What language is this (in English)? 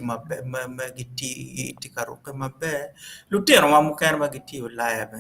Acoli